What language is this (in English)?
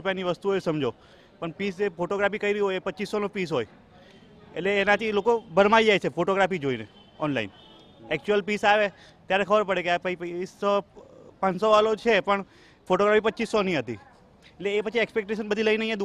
Gujarati